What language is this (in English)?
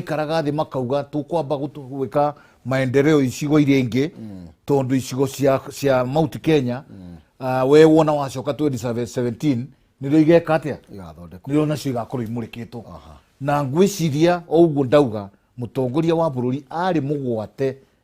Kikuyu